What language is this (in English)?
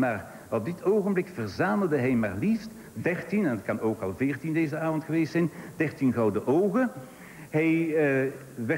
Dutch